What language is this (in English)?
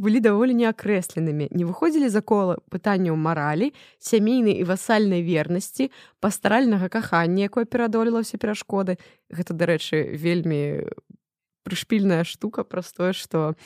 Belarusian